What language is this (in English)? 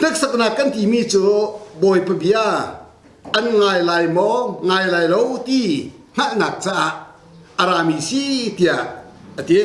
Hakha Chin